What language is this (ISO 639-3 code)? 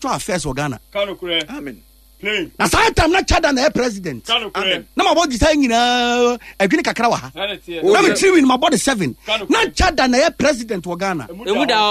aka